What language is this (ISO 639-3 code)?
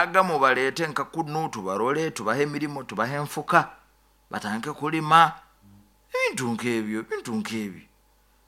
nyo